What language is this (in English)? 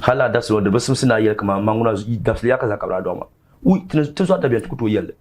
Dagbani